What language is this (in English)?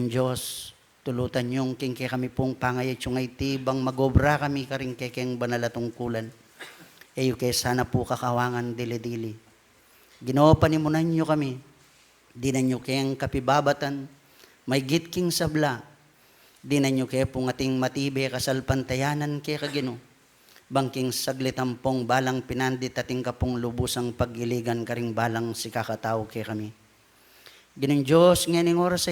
Pampanga